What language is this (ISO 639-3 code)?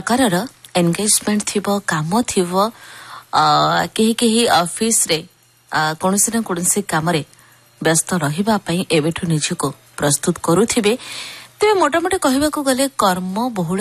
ori